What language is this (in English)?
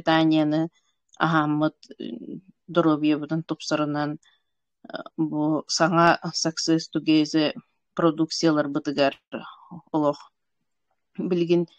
Yakut